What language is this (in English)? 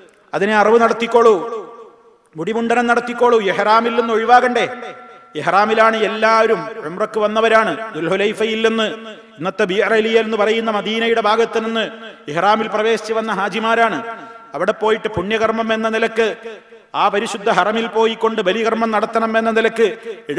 Malayalam